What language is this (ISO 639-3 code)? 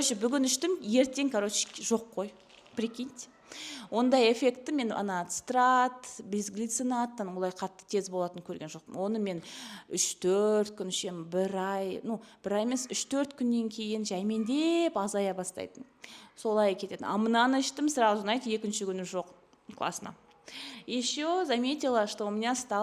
kaz